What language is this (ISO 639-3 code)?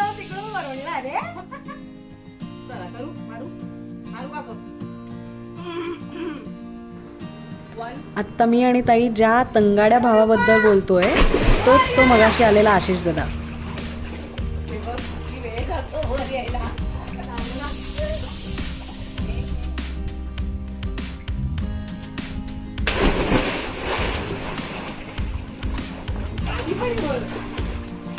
mar